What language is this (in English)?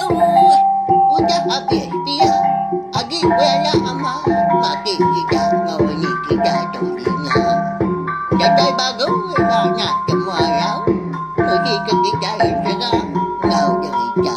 Iban